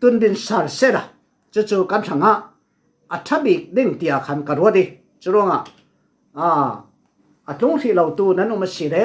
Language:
Falam Chin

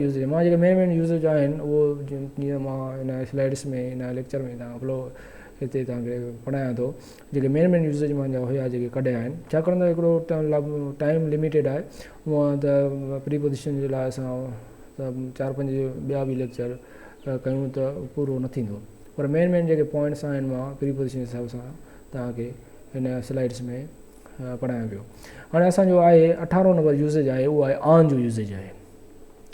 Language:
Sindhi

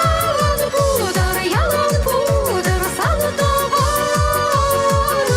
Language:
Chuvash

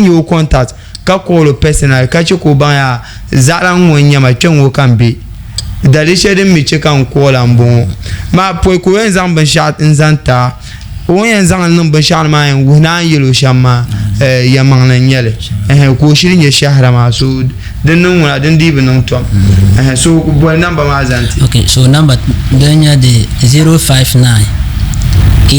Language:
Dagbani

